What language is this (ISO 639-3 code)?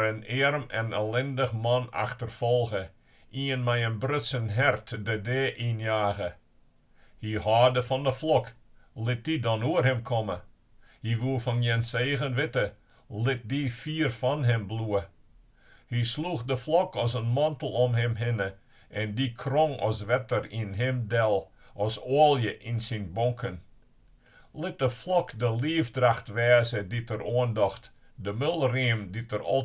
fry